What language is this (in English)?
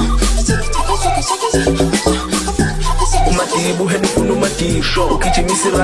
Swahili